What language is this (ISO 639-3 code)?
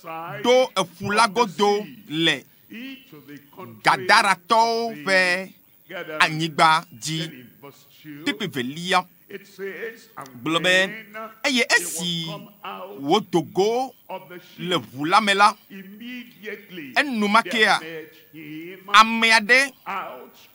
ewe